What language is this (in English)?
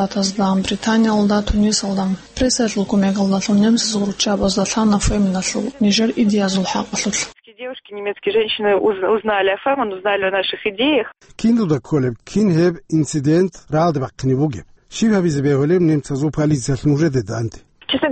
Avaric